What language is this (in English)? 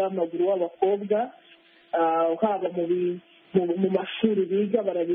Kinyarwanda